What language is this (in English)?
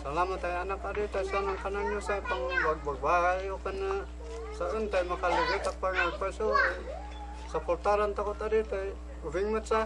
Kankanaey